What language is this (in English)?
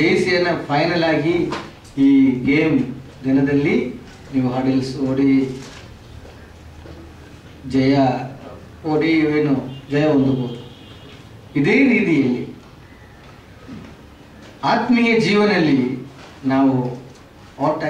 Kannada